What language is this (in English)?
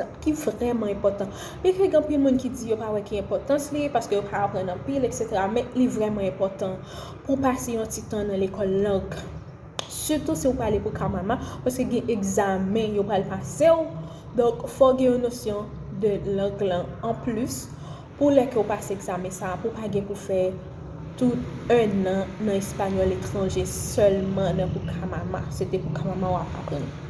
Haitian Creole